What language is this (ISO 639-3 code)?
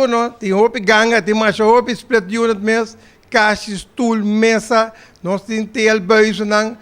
pap